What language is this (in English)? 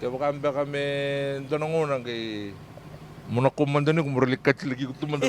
Fijian